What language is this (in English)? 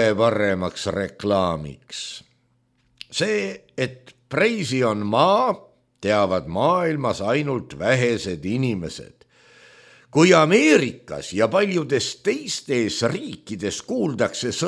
Estonian